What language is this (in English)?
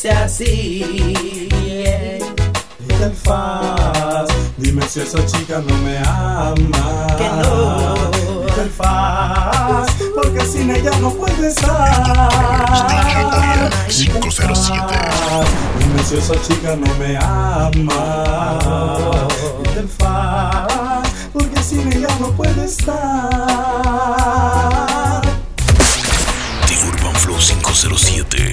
Spanish